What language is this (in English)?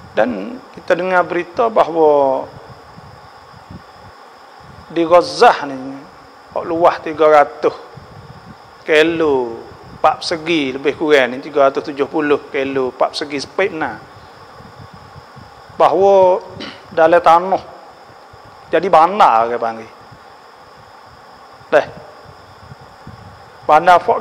Pattani Malay